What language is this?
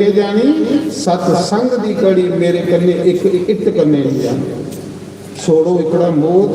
Dogri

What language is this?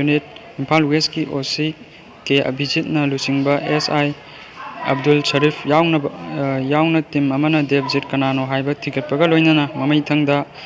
Manipuri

